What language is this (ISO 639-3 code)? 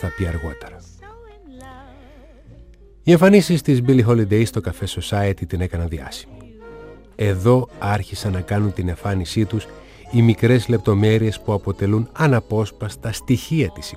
ell